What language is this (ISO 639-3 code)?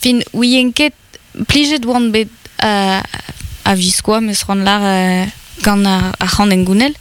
bre